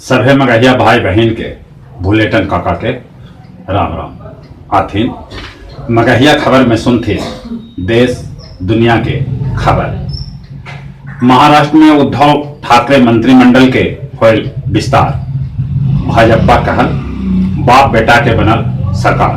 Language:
Magahi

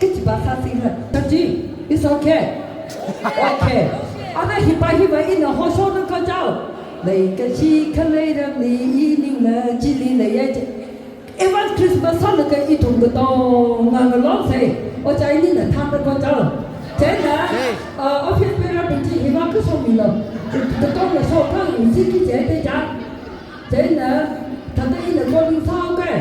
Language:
Tangkhul Naga (India)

